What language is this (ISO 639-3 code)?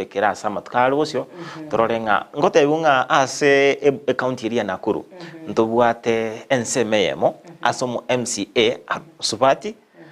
guz